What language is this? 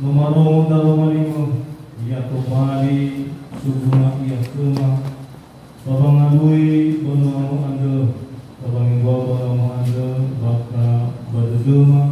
Nias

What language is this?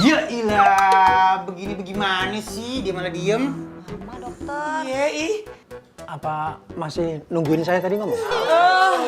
Betawi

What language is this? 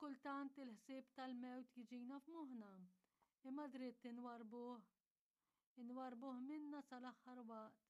Maltese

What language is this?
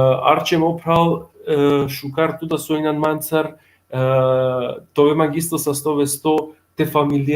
Balkan Romani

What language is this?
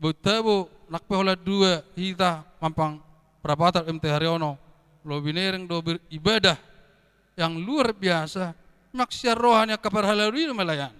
Batak Toba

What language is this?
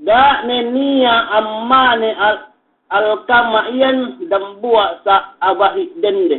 Yakan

